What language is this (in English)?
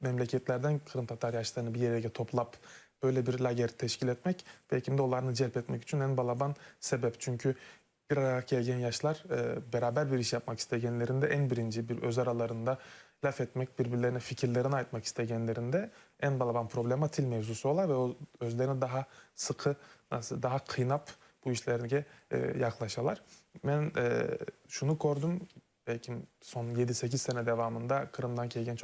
Crimean Tatar